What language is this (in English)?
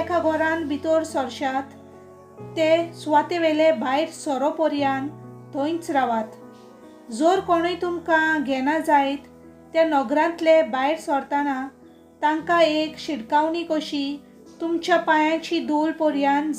Konkani